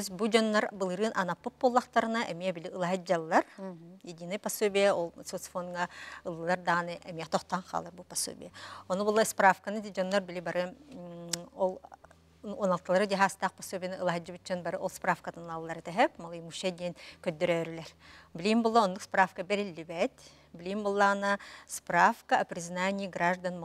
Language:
Yakut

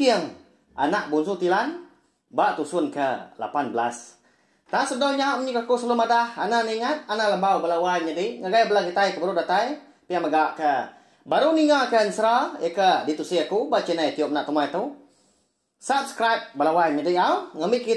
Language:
Iban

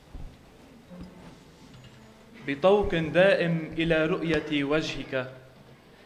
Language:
North Levantine Arabic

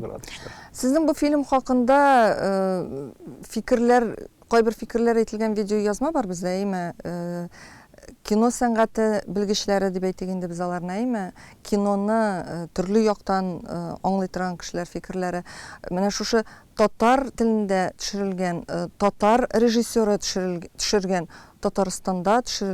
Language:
Tatar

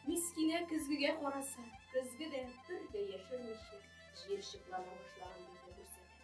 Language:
Tatar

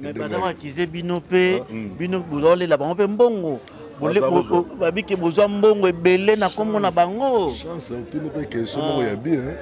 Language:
Lingala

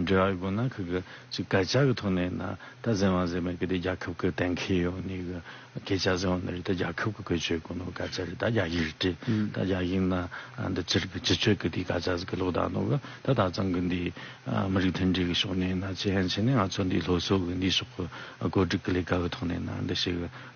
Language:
Tibetan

